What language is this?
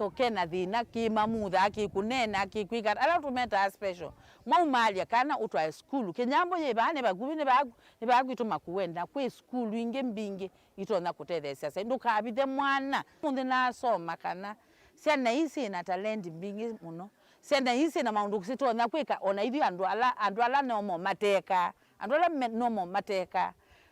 Kamba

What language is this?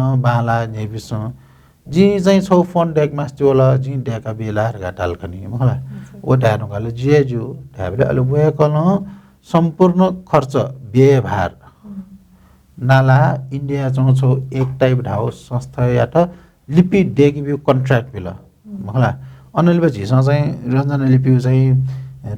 Newari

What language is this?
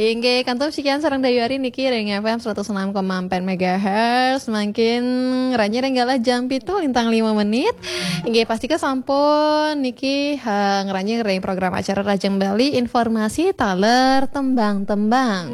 Balinese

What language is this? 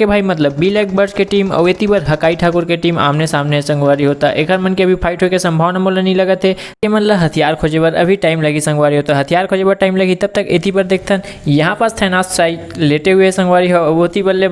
Chhattisgarhi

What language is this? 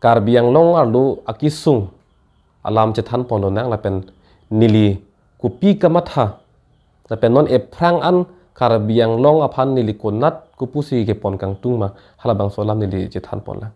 Karbi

